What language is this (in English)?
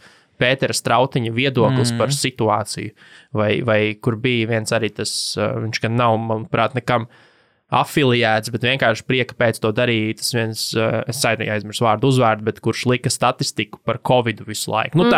Latvian